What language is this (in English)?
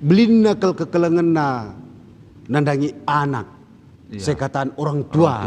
Batak Karo